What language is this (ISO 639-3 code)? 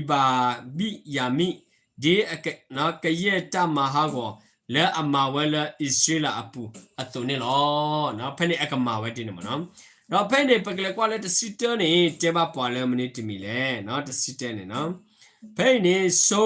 ksw